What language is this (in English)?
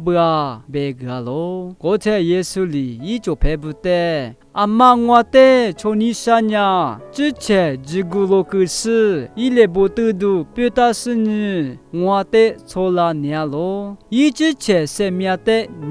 Lisu